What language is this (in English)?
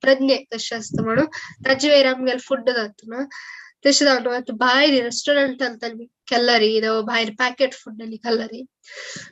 Konkani